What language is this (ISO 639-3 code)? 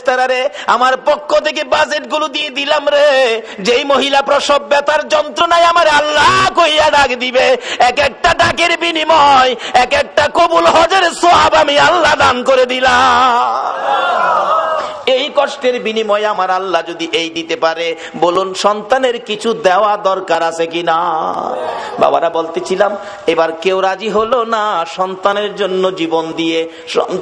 ben